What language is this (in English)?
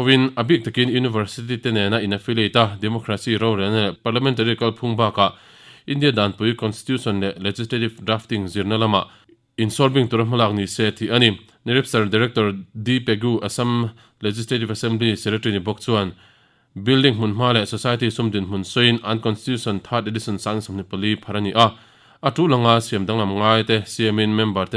Mizo